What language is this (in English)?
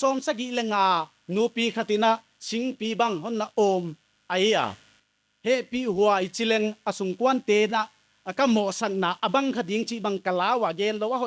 Paite Chin